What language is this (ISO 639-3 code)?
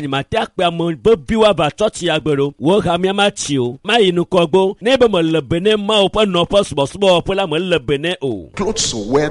ewe